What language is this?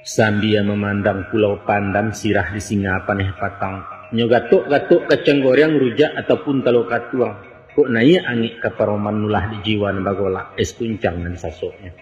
Minangkabau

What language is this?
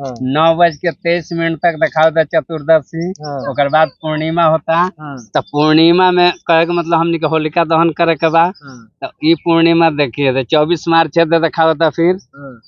Bhojpuri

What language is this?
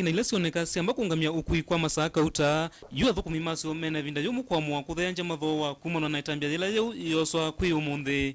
Kamba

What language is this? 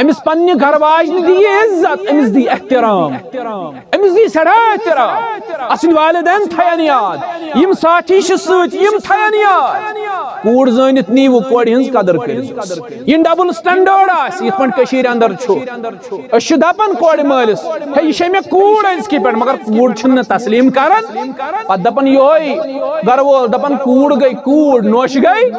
Kashmiri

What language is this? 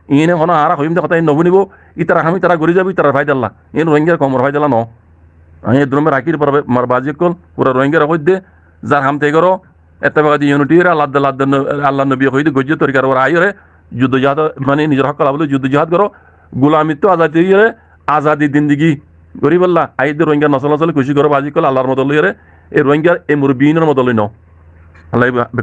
Rohingya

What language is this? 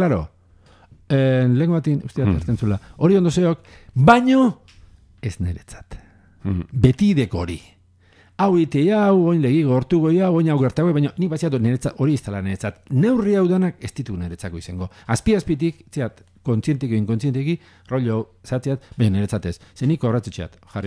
Basque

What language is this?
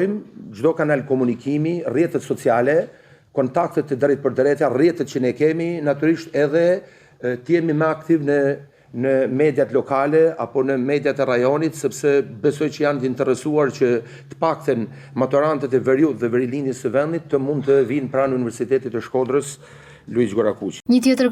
Albanian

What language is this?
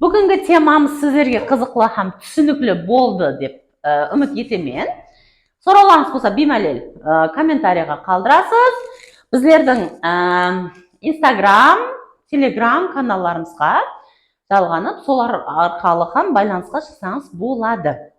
Kara-Kalpak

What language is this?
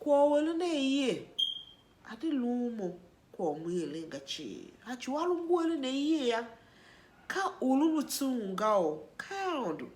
Tiv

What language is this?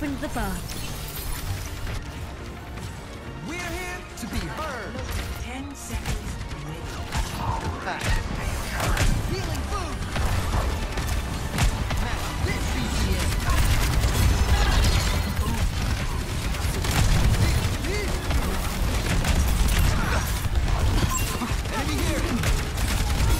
English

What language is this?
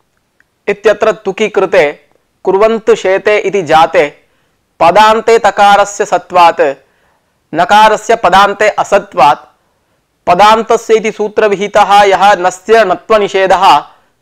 Sanskrit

